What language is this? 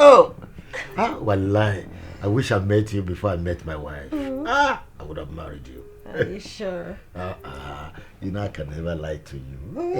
Nigerian Pidgin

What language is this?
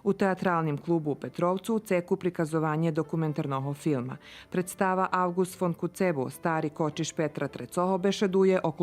Rusyn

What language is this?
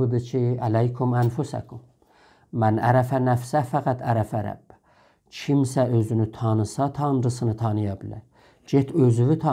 South Azerbaijani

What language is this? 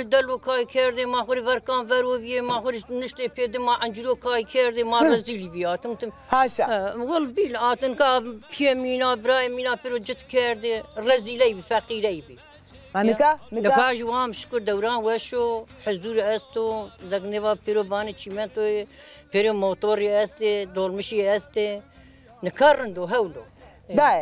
Zaza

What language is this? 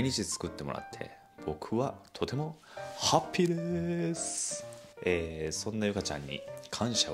Japanese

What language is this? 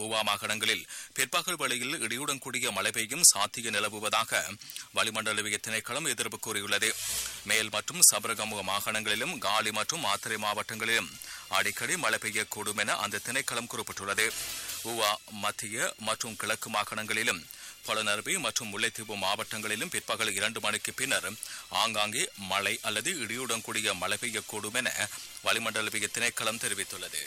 Tamil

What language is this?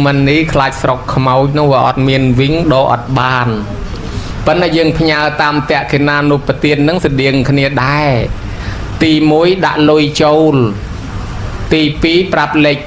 Khmer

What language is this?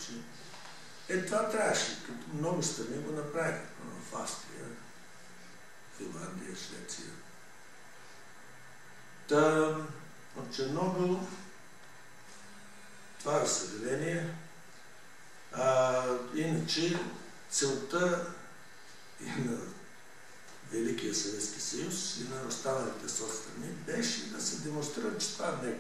Bulgarian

